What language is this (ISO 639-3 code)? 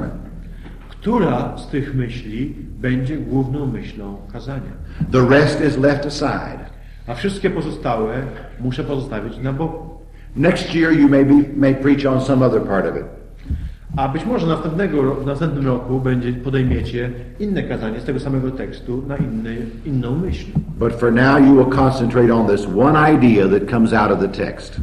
pol